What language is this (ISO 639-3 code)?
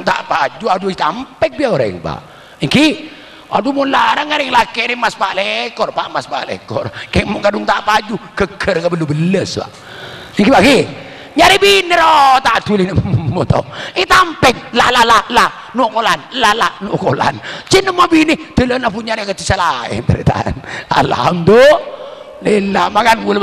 mad